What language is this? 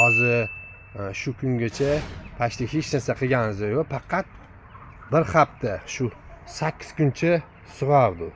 Uzbek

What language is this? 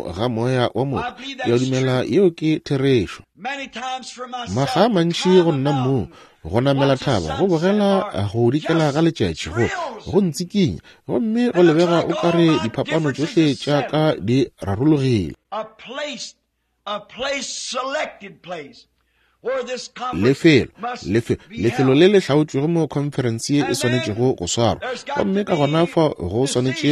Northern Sotho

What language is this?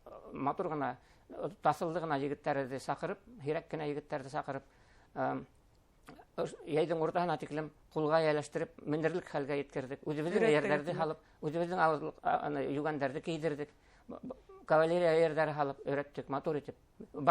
Bashkir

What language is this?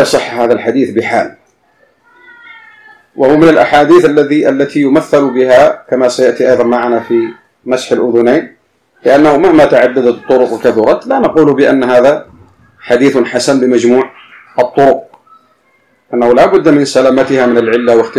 Arabic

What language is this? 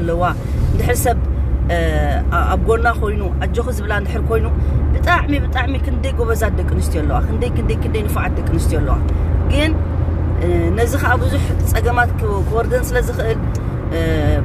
Tigrinya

